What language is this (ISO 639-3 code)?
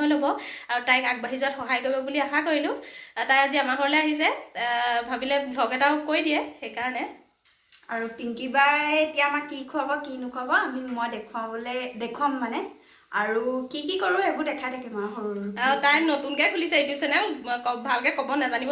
asm